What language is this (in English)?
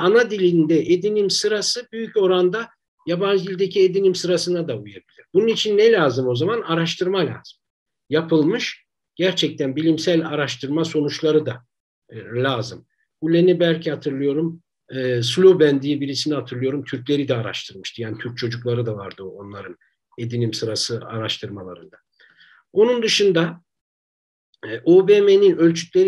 Turkish